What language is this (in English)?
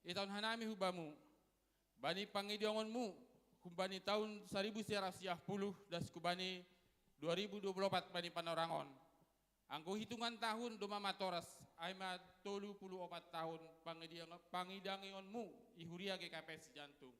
Batak Simalungun